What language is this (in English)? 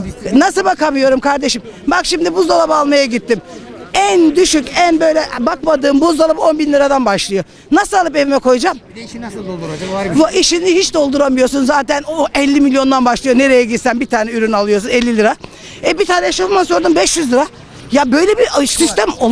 Turkish